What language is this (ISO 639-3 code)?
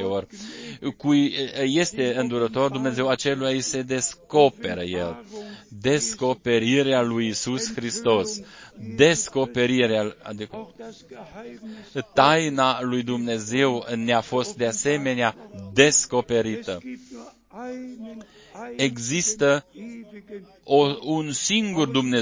ron